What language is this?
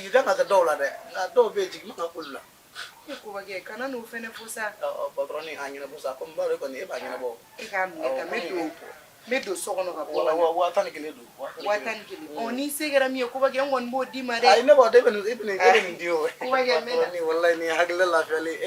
Bambara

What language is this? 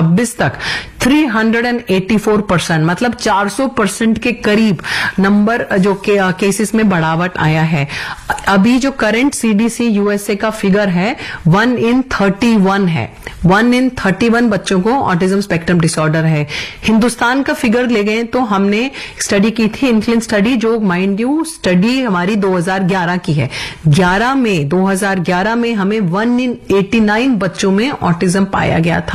Hindi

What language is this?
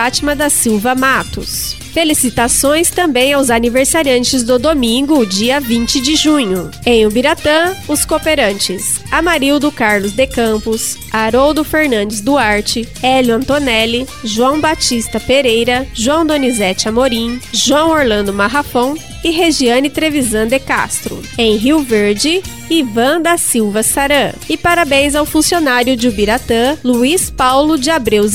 Portuguese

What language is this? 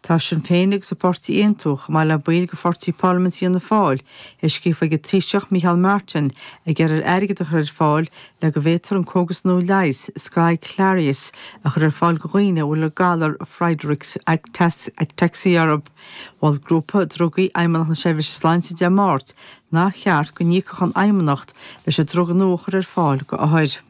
Irish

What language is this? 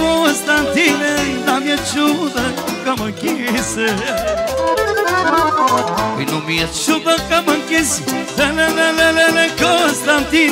Romanian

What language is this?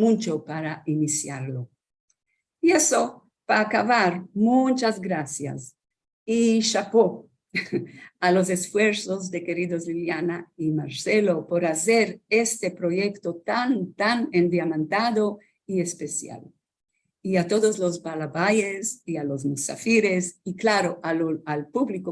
Ladino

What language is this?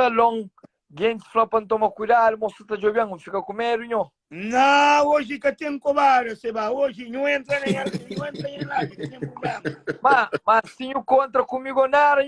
Kabuverdianu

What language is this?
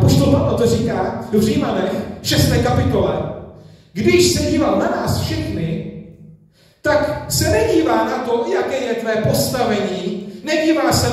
Czech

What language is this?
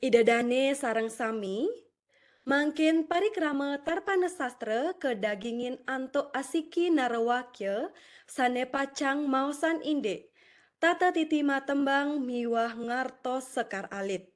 Balinese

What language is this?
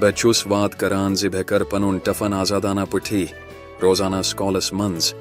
Kashmiri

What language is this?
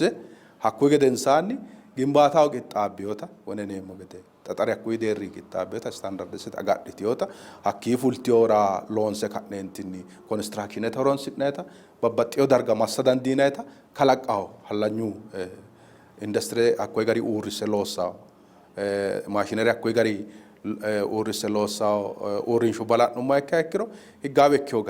Sidamo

